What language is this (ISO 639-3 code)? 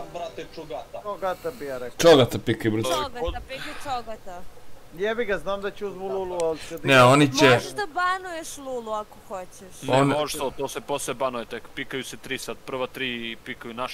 srp